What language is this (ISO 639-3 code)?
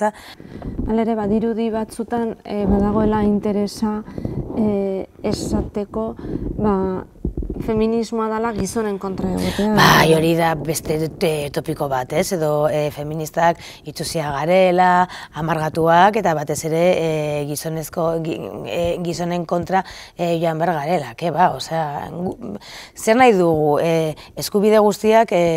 eus